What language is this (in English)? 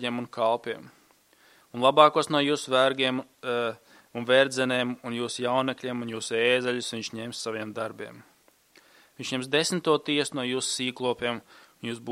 Latvian